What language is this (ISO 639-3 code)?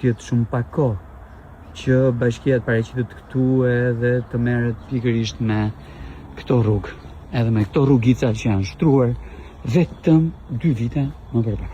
sqi